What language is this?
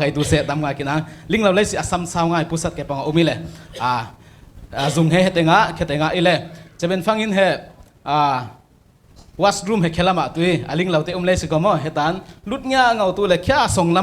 Falam Chin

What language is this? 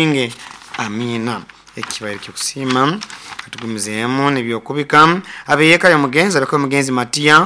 Nyoro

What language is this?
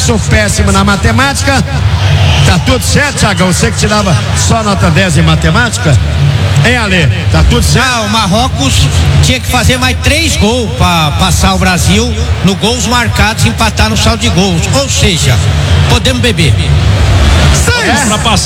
Portuguese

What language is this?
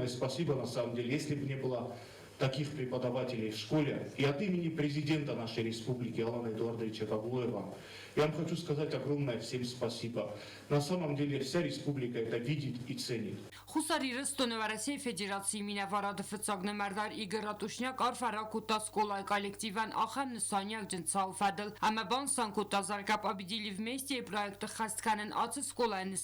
Ossetic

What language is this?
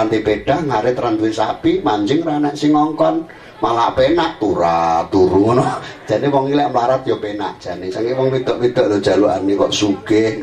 Javanese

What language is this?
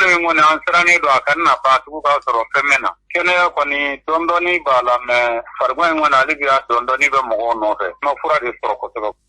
Bambara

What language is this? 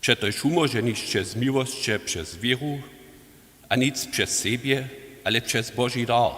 Upper Sorbian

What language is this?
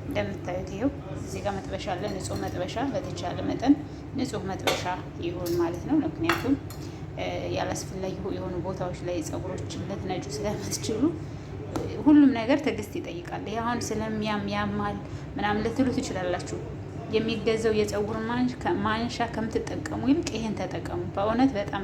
Amharic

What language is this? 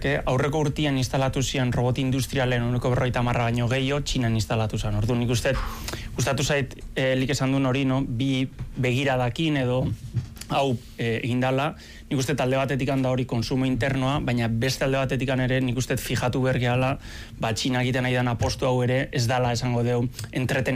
Basque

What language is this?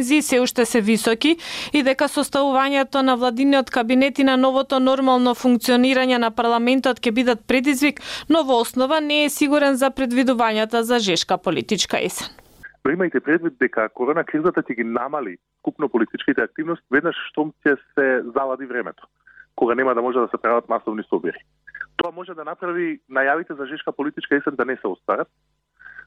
Macedonian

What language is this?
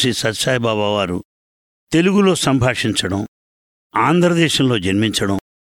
Telugu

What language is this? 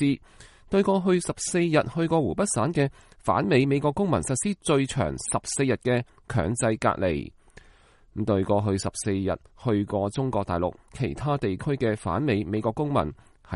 Cantonese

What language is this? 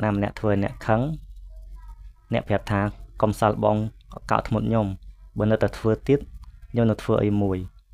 Khmer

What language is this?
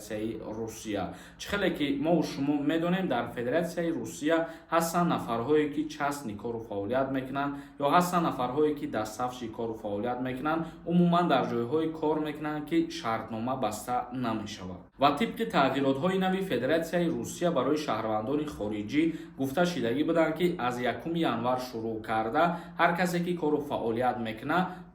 Tajik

